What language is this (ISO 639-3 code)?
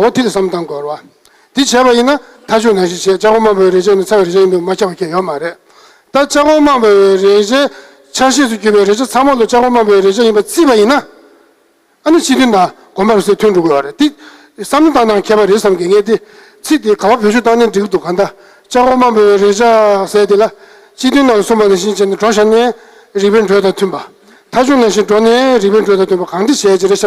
bod